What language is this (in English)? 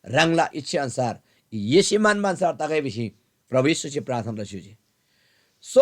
Eastern Tamang